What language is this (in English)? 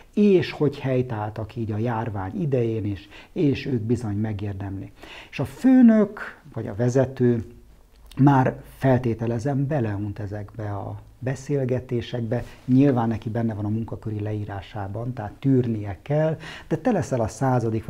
Hungarian